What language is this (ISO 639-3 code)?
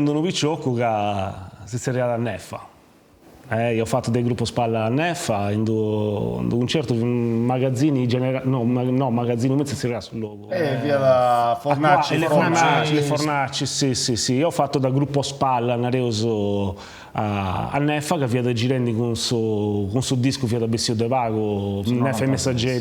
srd